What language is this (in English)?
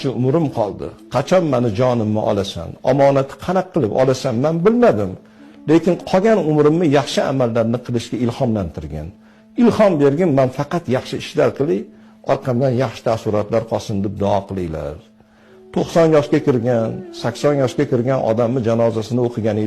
Uzbek